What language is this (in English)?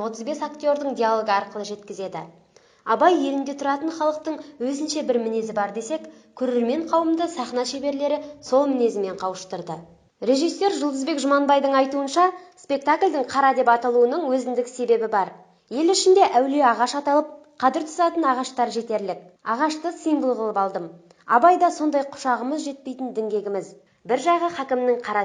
Kazakh